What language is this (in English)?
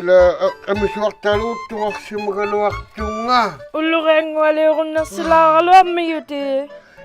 Inuktitut